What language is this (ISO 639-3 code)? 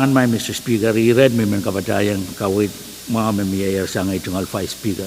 pon